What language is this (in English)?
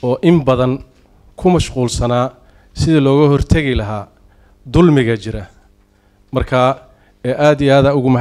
Somali